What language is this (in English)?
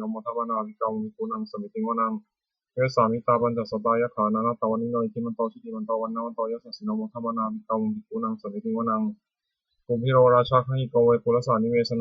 Pali